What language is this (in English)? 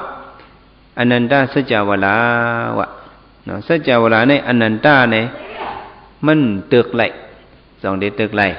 Shan